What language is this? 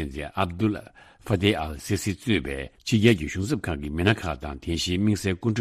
Tibetan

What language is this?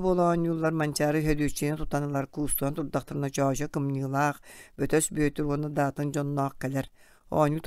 Yakut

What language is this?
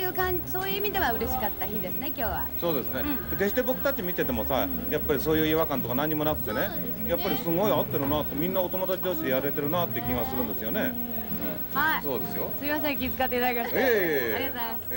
Japanese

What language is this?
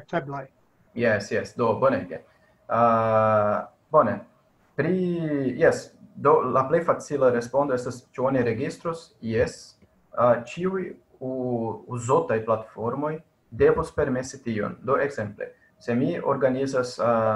Esperanto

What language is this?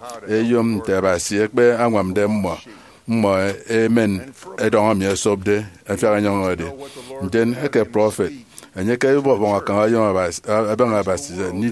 Efik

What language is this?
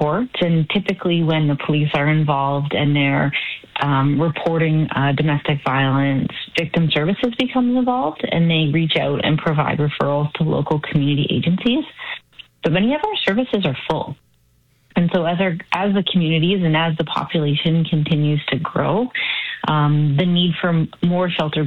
English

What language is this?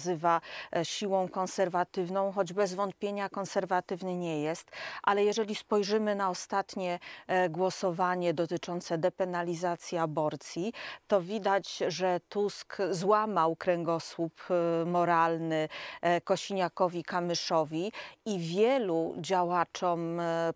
Polish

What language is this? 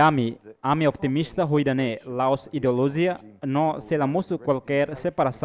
Tetum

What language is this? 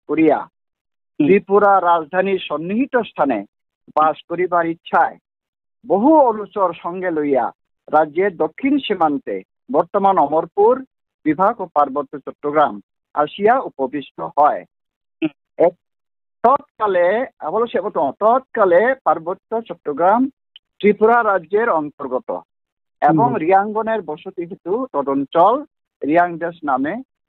Riang (India)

